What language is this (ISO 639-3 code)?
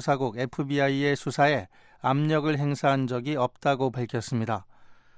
kor